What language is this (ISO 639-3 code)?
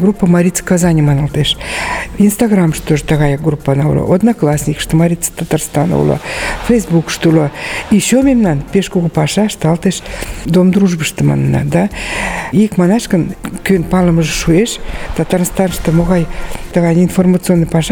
chm